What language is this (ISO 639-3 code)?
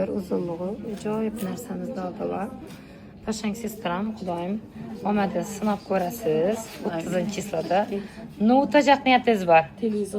uzb